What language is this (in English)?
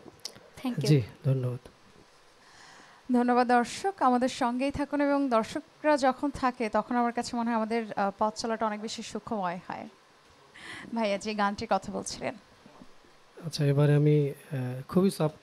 Bangla